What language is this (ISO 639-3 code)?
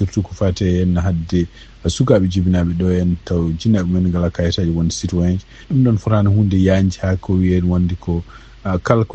ful